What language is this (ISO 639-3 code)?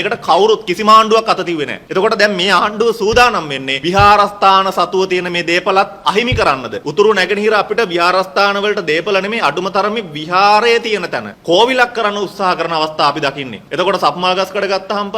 sin